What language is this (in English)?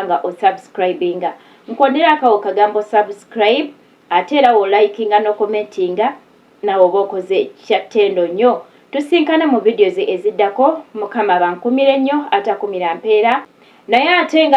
Ganda